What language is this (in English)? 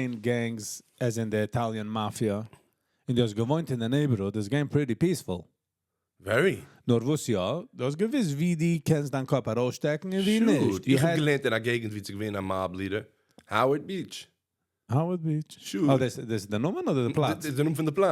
Yiddish